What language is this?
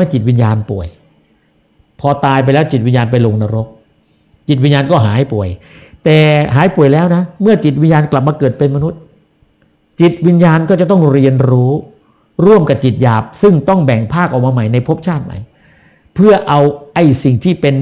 Thai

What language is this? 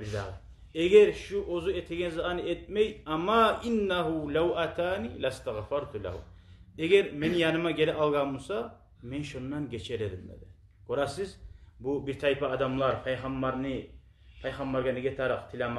Kumyk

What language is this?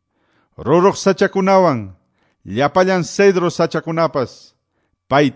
Quechua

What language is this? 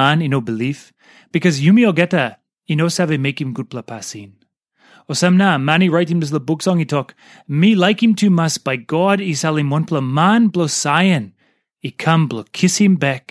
Tok Pisin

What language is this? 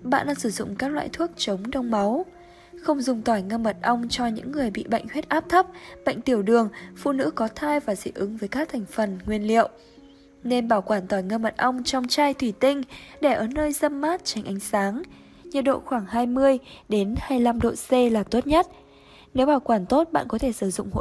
Vietnamese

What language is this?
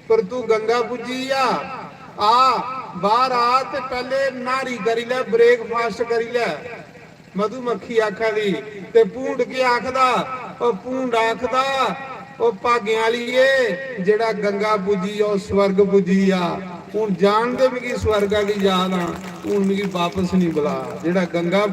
Dogri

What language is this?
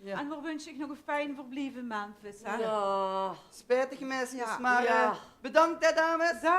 Limburgish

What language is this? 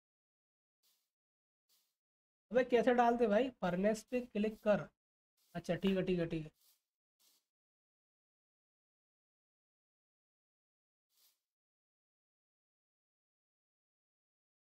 Hindi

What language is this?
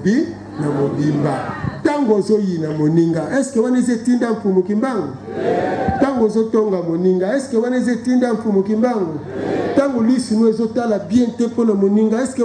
Lingala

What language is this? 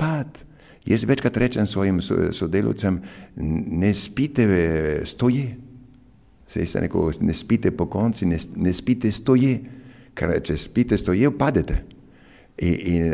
Slovenian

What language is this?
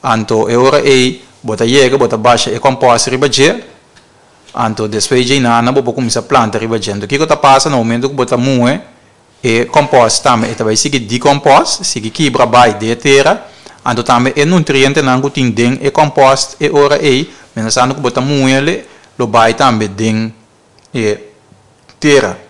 Papiamento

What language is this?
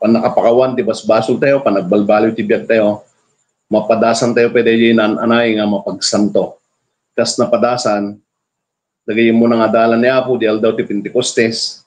Iloko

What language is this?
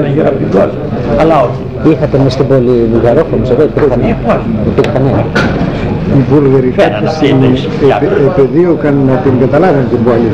Greek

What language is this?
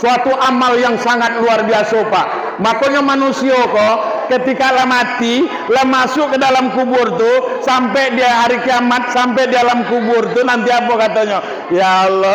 Minangkabau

